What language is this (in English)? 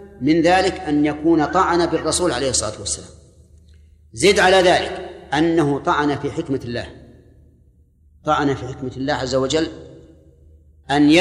Arabic